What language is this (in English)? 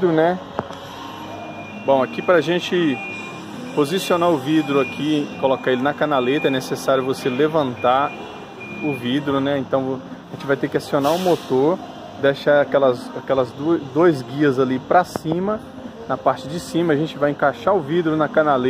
Portuguese